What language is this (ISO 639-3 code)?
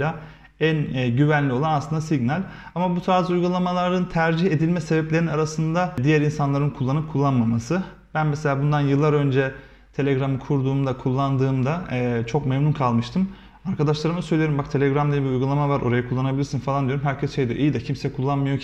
tur